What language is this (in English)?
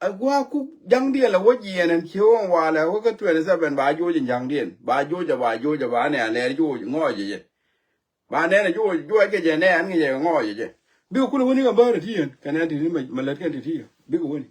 Nuer